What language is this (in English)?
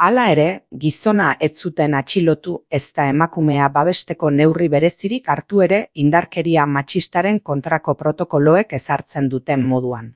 Basque